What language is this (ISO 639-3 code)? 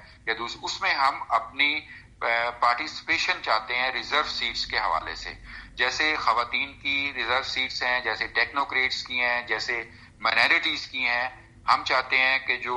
urd